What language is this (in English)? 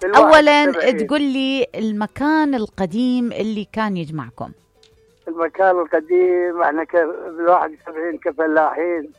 Mesopotamian Arabic